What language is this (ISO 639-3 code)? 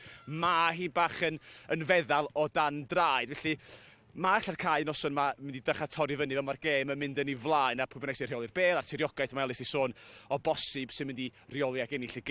cym